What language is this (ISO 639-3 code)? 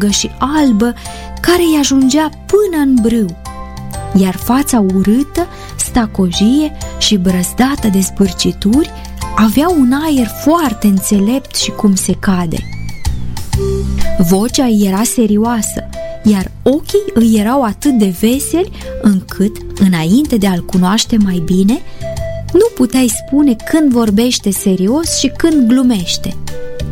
ron